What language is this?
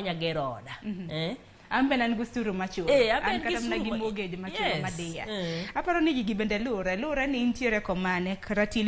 Luo (Kenya and Tanzania)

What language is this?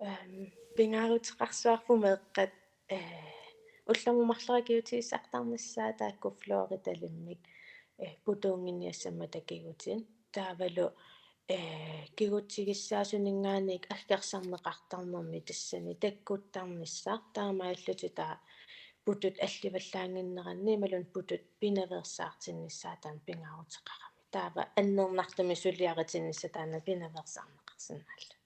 Kalaallisut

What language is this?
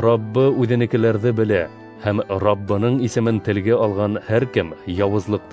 Bashkir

